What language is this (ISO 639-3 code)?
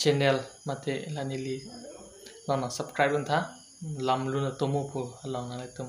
mjw